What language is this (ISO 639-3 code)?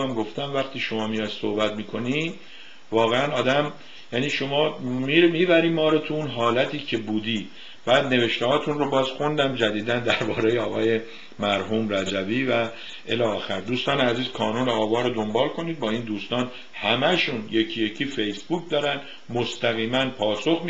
fas